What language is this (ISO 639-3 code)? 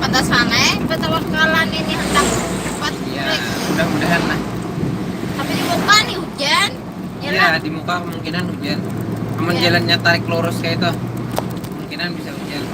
bjn